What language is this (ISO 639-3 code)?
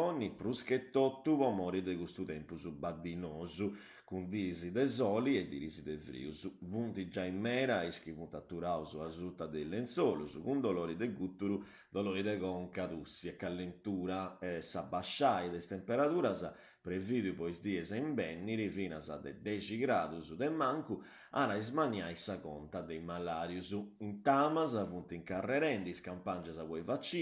srd